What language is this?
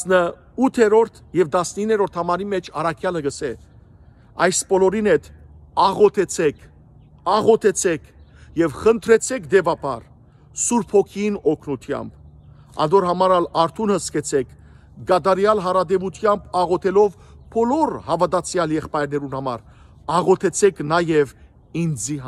Western Armenian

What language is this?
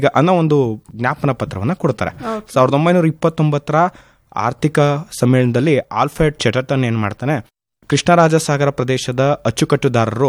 Kannada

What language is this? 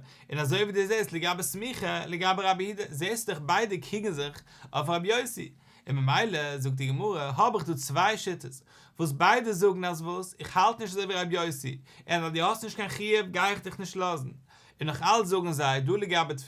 Yiddish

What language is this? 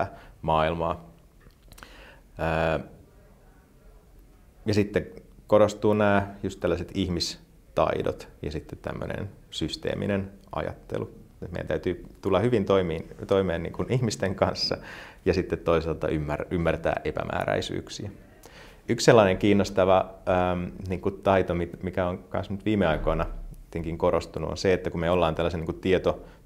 Finnish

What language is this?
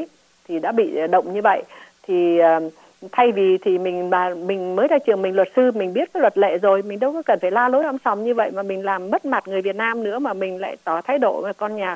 Vietnamese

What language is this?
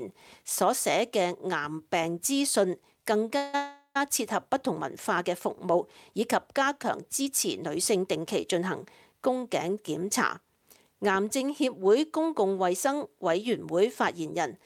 Cantonese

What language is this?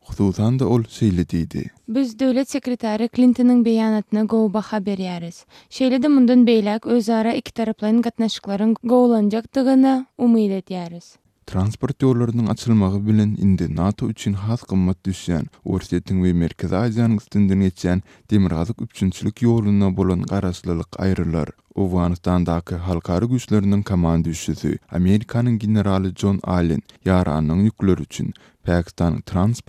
Kyrgyz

